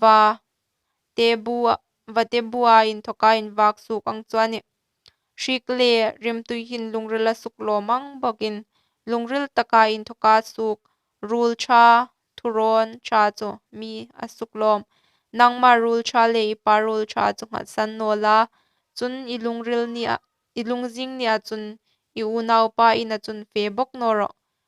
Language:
Hmar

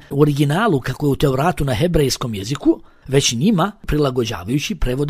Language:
Bosnian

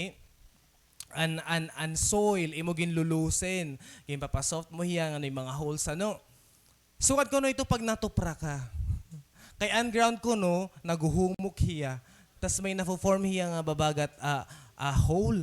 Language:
Waray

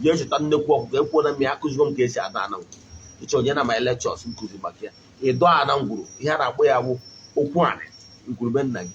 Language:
Igbo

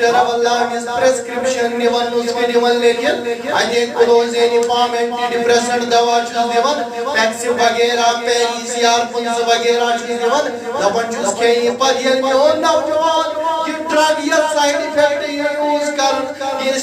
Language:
Kashmiri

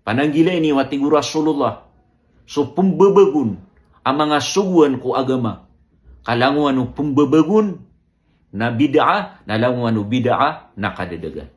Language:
Maranao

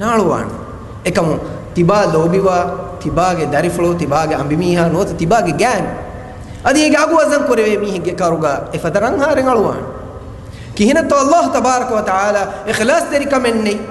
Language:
Divehi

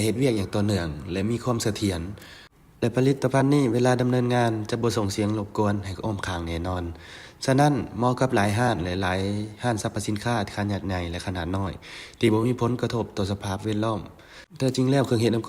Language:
Lao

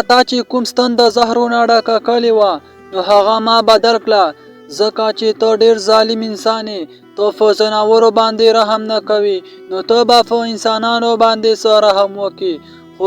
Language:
Pashto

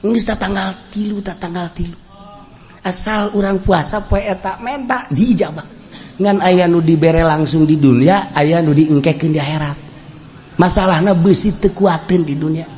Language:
Sundanese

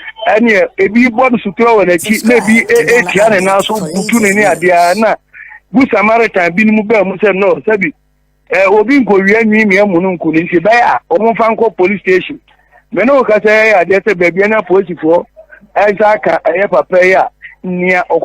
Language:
Akan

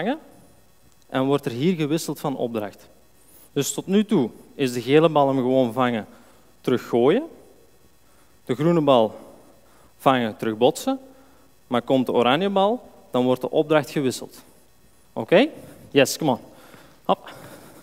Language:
Dutch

